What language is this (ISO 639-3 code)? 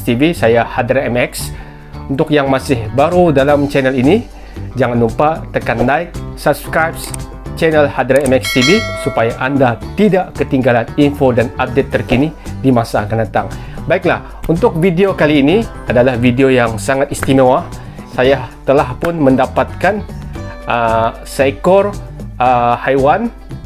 msa